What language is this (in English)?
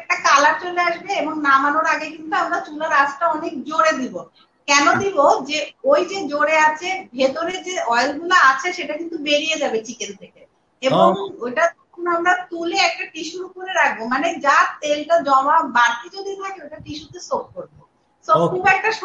Bangla